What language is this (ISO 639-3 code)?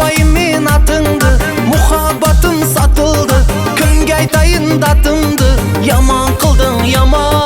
kaa